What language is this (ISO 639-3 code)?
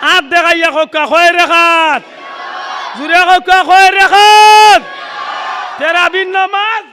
syl